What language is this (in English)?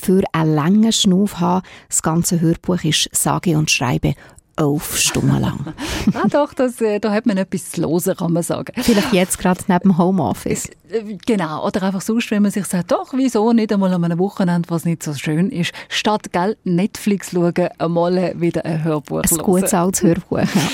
German